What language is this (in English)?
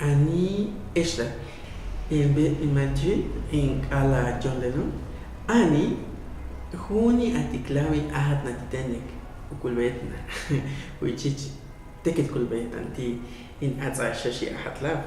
Huastec